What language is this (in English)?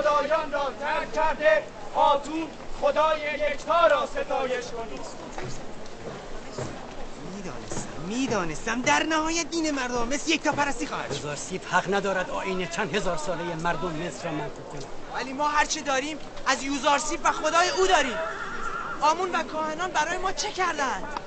Persian